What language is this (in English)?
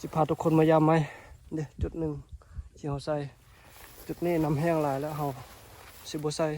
Lao